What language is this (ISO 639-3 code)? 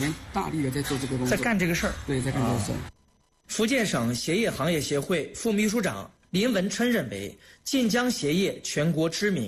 zho